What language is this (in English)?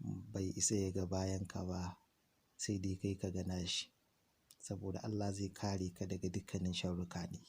Hausa